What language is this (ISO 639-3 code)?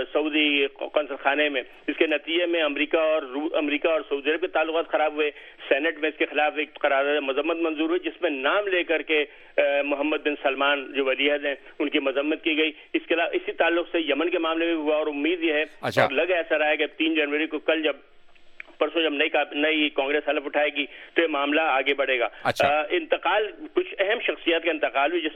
urd